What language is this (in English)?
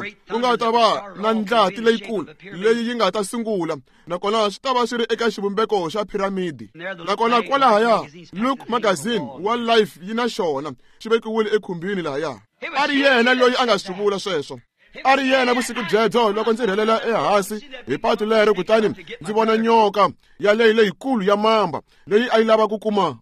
Tsonga